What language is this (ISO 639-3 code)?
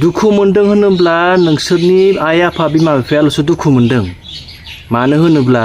brx